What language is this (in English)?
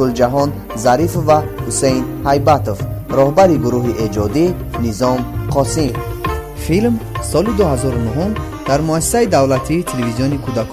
Tajik